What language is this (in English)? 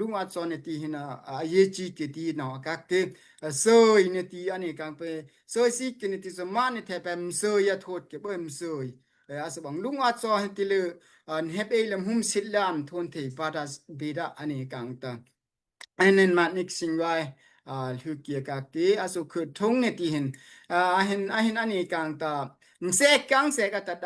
Daai Chin